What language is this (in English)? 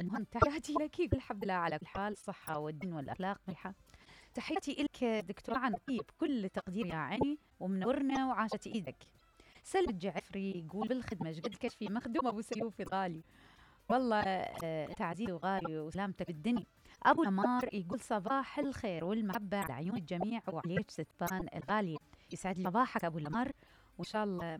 Mesopotamian Arabic